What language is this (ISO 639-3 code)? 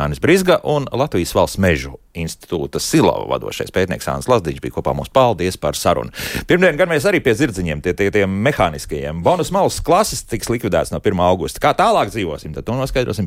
lav